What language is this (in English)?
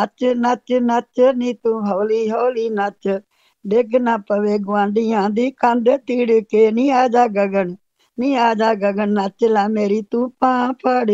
Punjabi